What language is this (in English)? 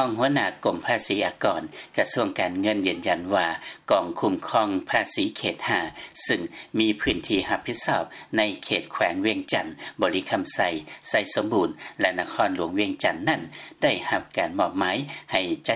Lao